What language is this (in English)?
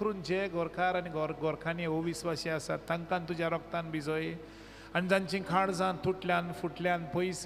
Konkani